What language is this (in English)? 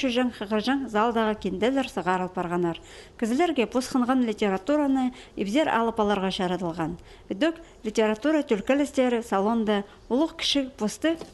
Khakas